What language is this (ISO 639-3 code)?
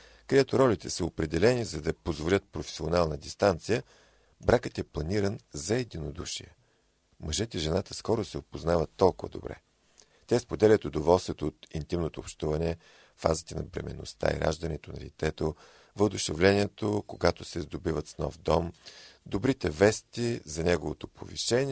bul